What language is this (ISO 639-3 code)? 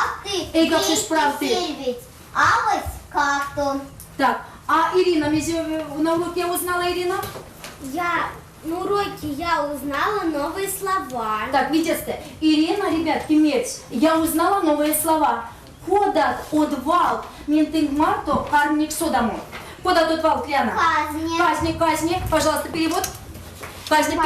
myv